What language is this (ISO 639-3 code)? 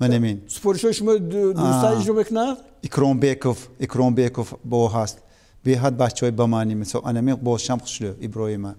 tgk